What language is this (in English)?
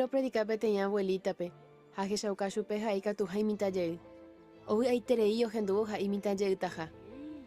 Guarani